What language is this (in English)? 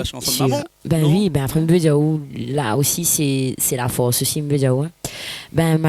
Réunion Creole French